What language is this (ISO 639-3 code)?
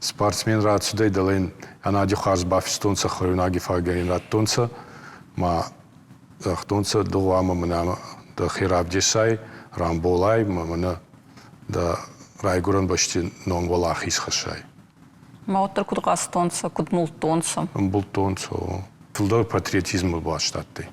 oss